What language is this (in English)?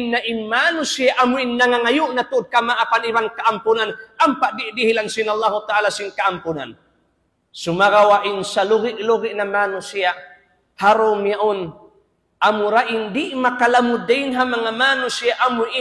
Tausug